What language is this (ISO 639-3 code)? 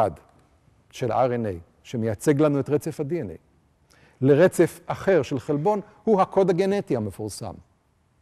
heb